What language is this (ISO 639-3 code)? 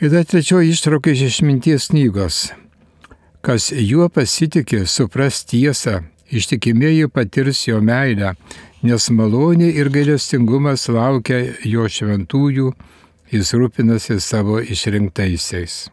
lit